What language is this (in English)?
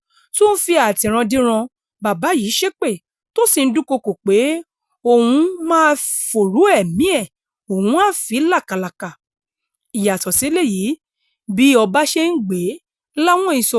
Yoruba